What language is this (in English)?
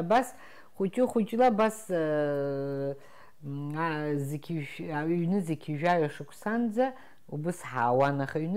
Abkhazian